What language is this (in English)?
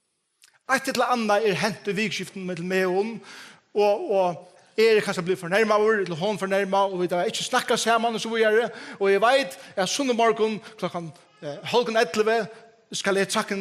Faroese